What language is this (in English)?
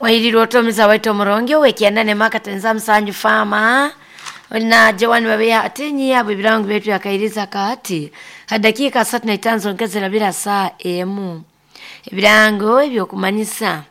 Nyoro